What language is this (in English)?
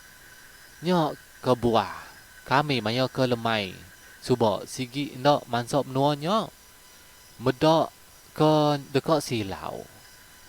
Iban